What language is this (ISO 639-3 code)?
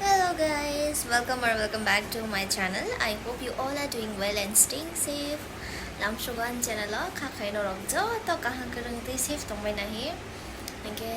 trp